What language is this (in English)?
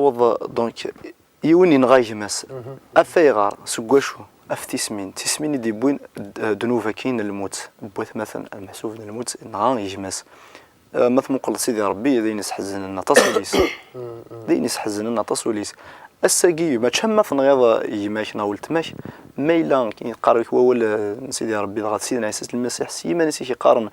Kabyle